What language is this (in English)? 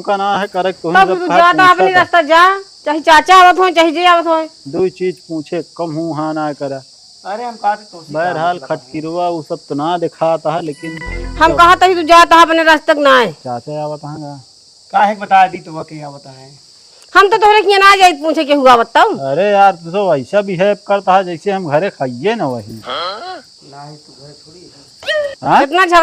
Awadhi